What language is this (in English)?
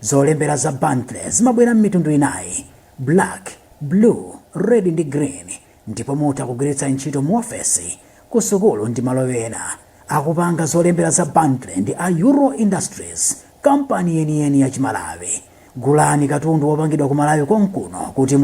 Nyanja